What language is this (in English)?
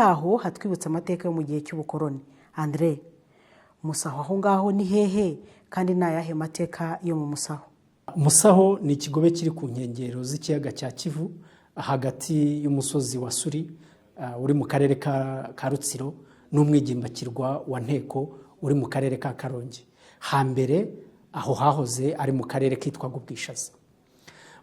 Kinyarwanda